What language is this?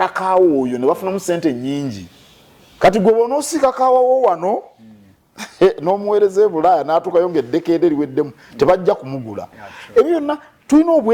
Ganda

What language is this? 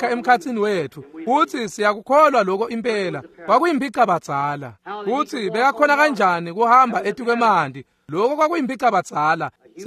Swati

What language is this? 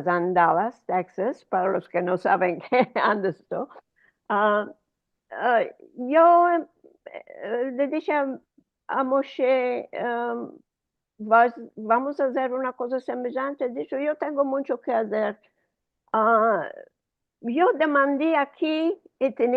Ladino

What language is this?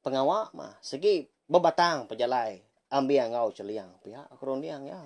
Iban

